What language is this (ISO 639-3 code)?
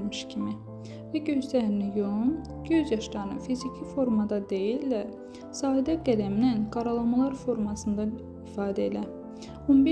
aze